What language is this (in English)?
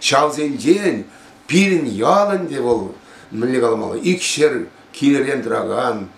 Chuvash